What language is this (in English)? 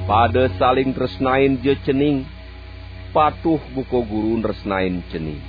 Balinese